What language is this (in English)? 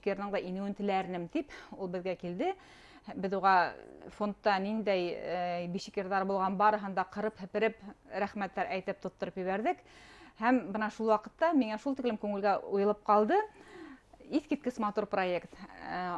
Bashkir